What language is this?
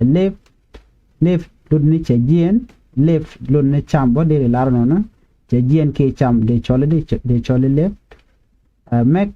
Nuer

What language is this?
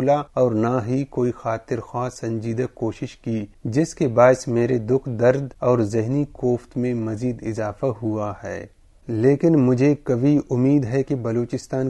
Urdu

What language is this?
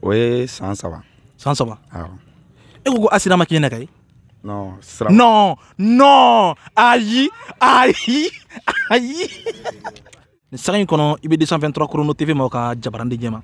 Bambara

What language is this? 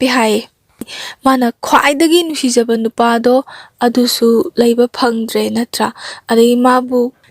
Manipuri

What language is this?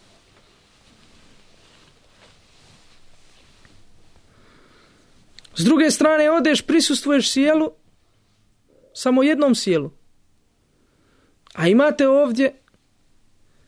Bosnian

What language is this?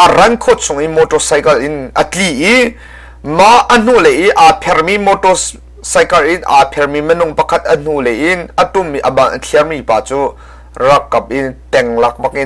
Hakha Chin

